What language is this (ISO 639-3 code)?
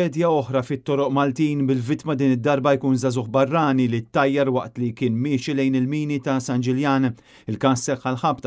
mlt